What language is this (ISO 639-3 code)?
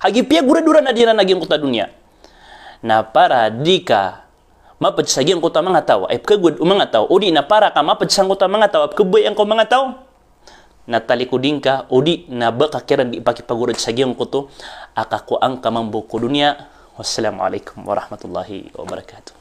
mrw